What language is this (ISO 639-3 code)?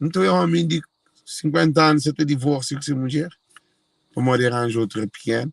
kea